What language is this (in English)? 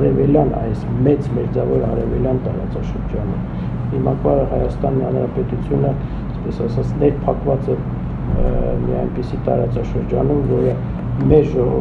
Armenian